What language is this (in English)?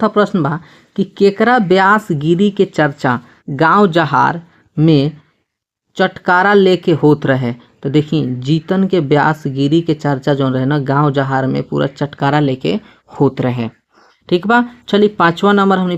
Bhojpuri